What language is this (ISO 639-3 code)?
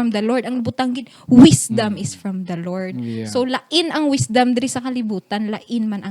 hil